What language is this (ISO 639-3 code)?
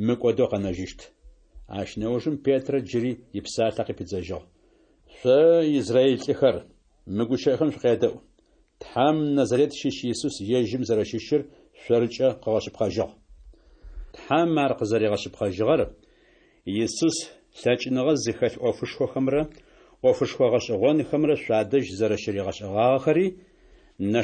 ady